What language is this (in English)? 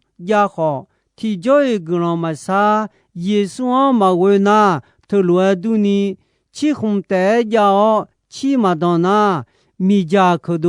Akha